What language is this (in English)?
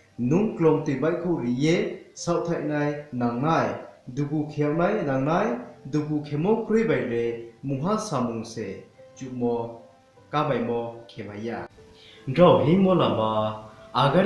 Riang (India)